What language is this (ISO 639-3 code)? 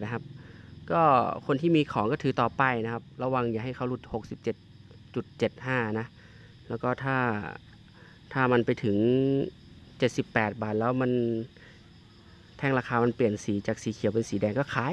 tha